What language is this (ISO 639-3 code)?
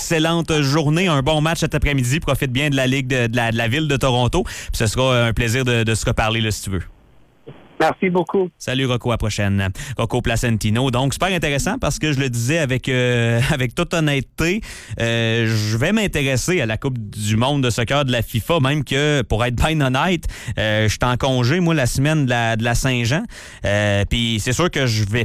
fra